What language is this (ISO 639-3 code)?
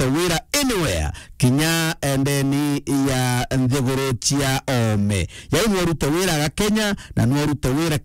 mer